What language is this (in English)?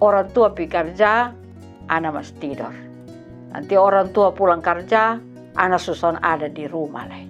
Kupang Malay